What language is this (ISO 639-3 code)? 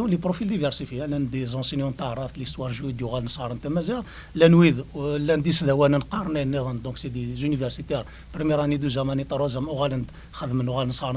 kab